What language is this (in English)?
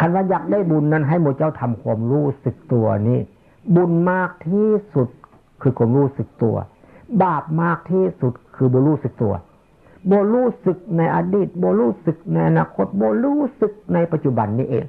Northeastern Thai